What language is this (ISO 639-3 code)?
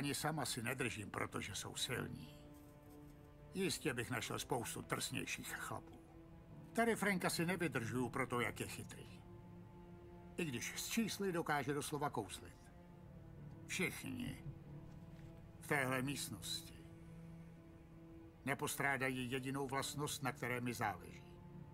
ces